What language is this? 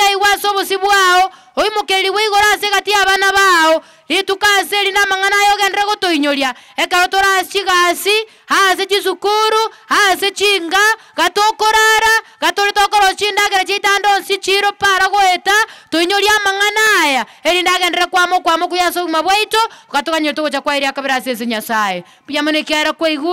Gusii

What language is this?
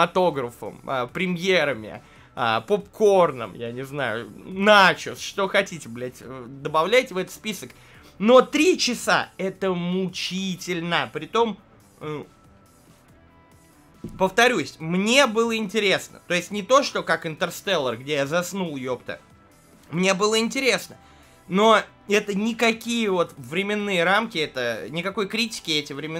Russian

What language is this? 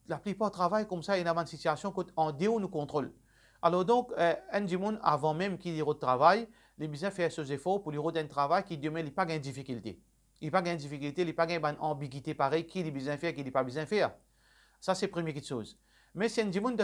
Morisyen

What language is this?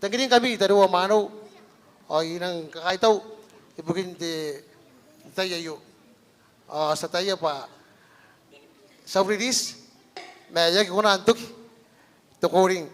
Gilbertese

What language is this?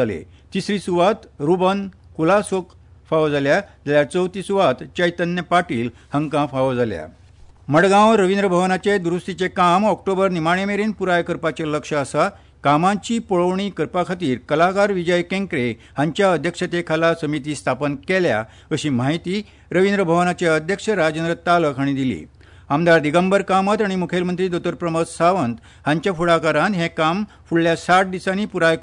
Konkani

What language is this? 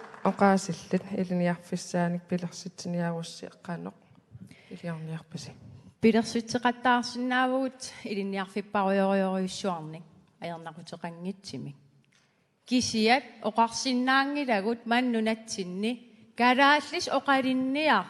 Kalaallisut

